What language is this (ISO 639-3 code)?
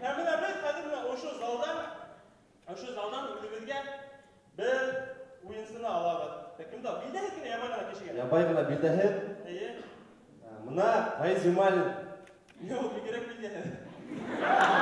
bak